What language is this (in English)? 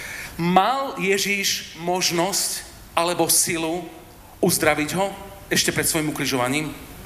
Slovak